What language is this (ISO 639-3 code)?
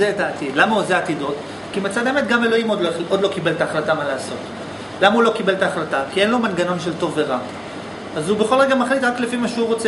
heb